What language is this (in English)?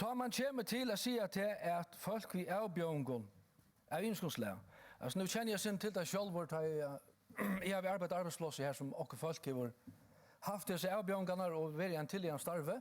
Faroese